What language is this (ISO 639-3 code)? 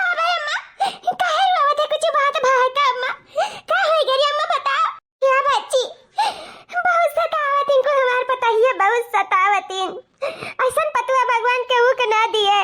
awa